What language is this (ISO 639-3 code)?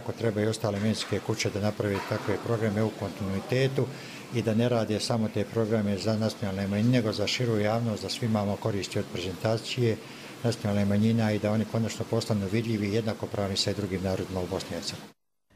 bos